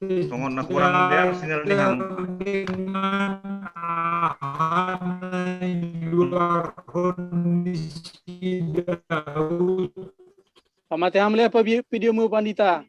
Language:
Batak Simalungun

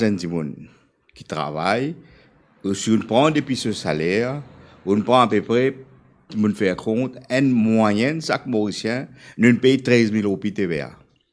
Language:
Morisyen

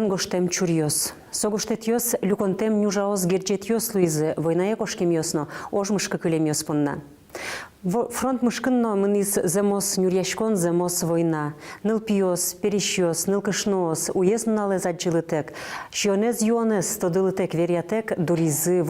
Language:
Udmurt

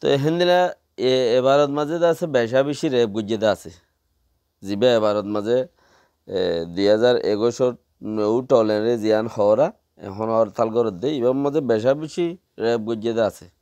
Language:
Rohingya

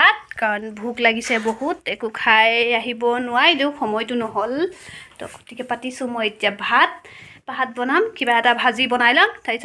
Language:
Assamese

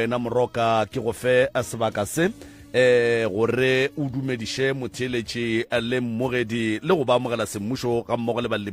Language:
Northern Sotho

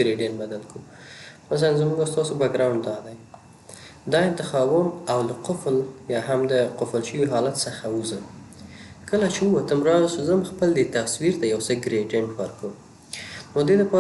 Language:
Pashto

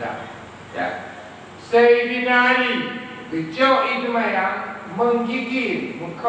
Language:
Achinese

